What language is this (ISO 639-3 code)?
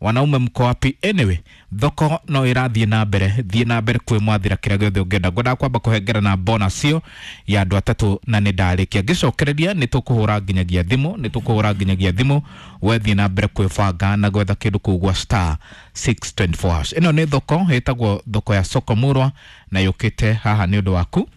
kik